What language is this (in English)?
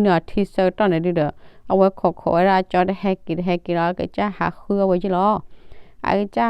S'gaw Karen